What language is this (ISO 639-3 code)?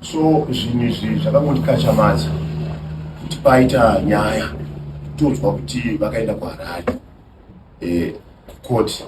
sna